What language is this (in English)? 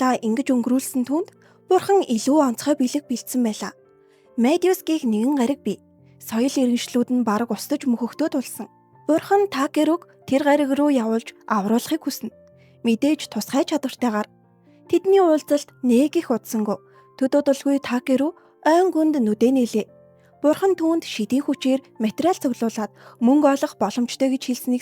Mongolian